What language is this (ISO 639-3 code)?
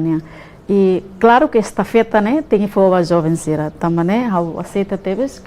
tet